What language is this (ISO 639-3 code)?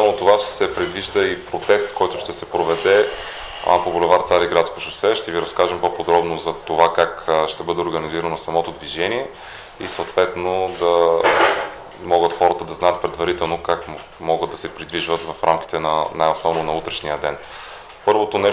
bul